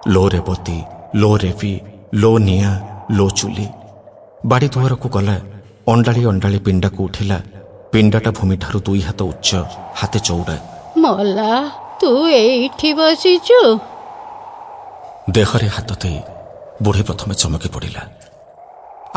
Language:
Odia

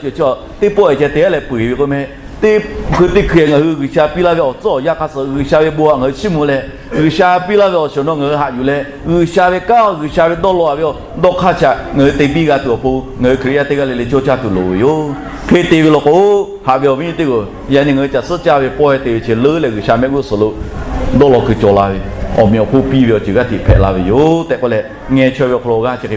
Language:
Lahu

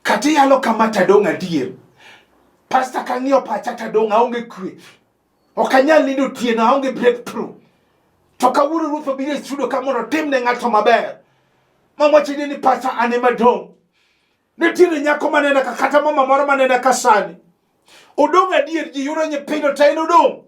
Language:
Luo (Kenya and Tanzania)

